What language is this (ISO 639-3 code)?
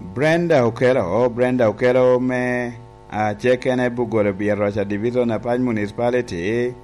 laj